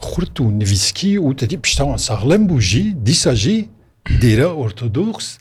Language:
Kurdish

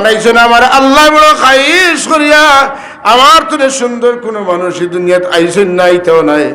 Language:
Sylheti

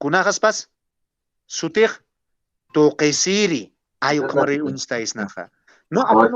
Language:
Aymara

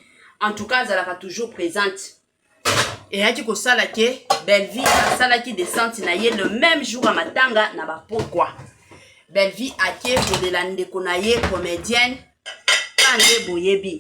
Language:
Lingala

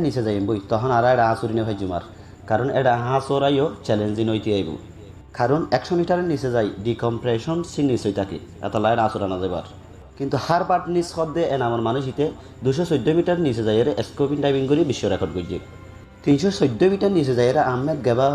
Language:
Rohingya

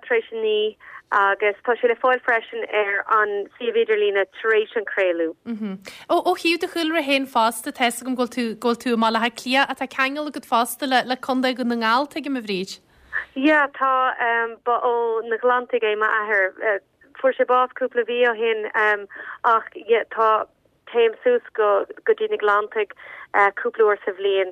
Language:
Irish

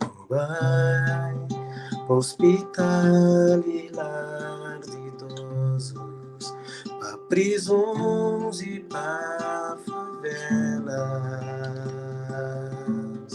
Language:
Kabuverdianu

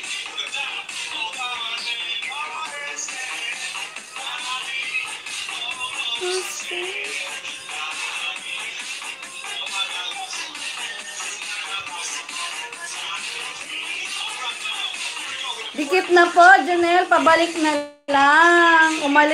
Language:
Filipino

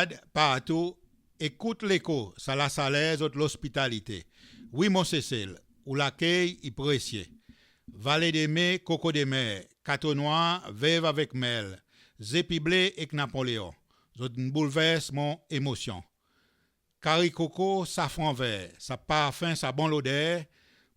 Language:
Seselwa Creole French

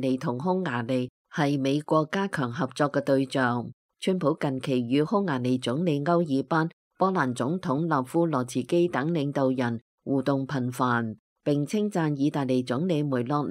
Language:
Cantonese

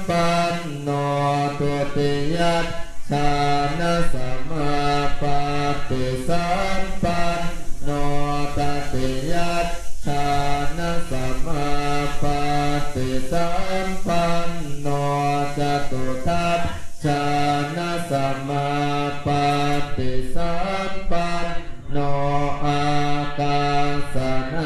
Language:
Pali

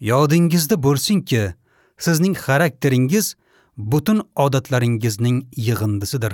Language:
Uzbek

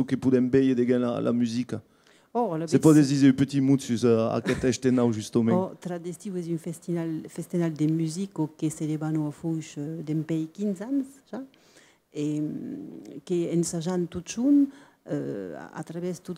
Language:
Occitan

